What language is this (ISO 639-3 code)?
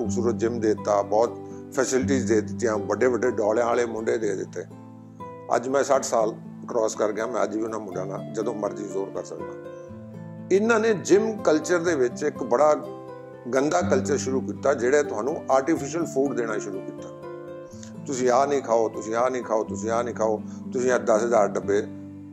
pan